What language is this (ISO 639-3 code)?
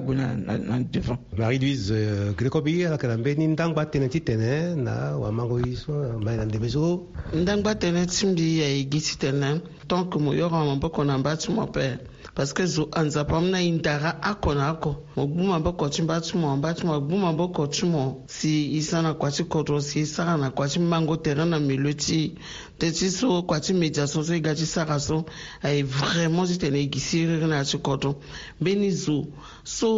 sag